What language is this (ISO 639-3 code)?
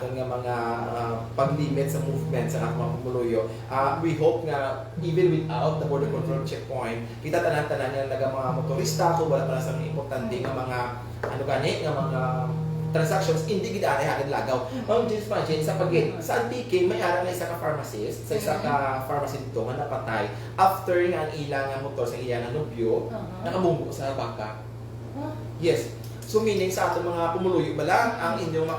hil